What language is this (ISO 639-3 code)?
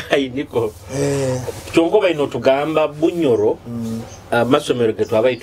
nyo